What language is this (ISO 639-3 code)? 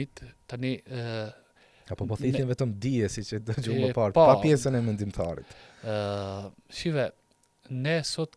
sqi